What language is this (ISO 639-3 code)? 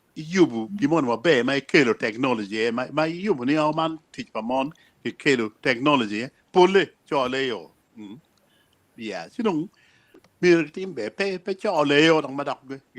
ach